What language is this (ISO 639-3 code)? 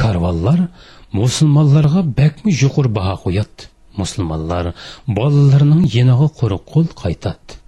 uig